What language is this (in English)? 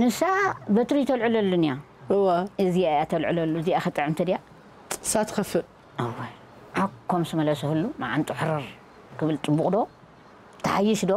Tigrinya